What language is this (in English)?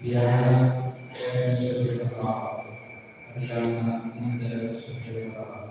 Tetum